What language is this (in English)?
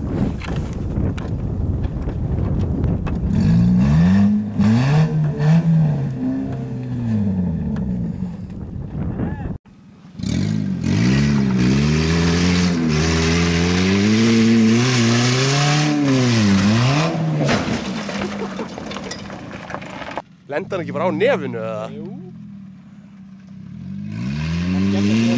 Icelandic